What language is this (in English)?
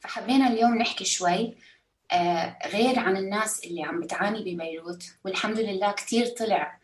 North Levantine Arabic